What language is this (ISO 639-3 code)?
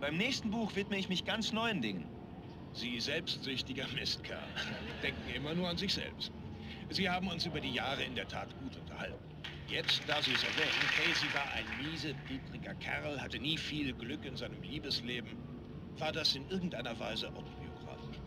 bar